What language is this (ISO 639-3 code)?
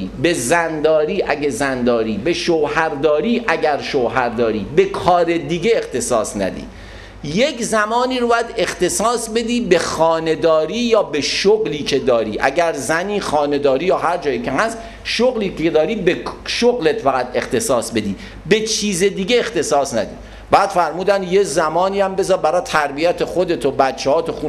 fas